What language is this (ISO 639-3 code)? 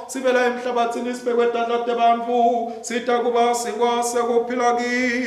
ssw